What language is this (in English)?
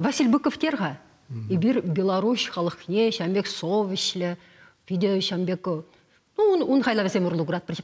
Chuvash